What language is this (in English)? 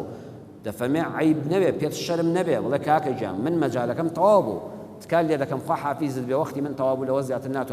Central Kurdish